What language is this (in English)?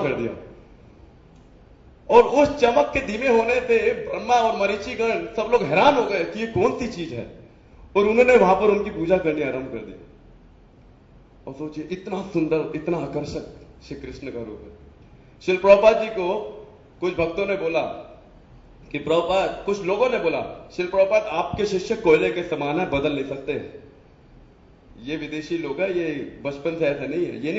Hindi